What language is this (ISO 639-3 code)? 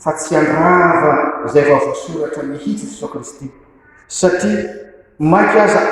mlg